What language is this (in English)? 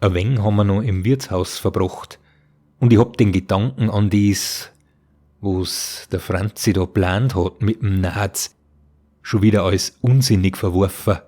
Bavarian